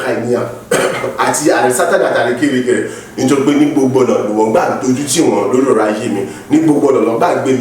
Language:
Yoruba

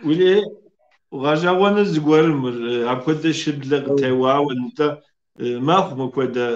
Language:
Kabardian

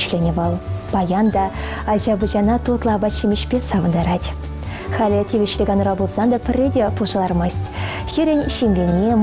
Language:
Chuvash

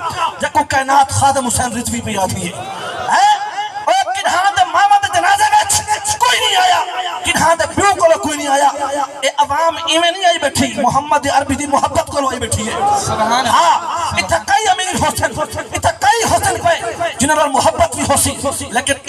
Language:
Saraiki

